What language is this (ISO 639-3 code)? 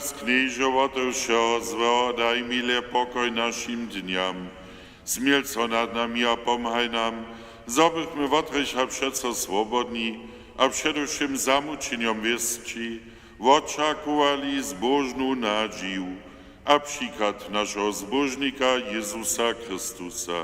hsb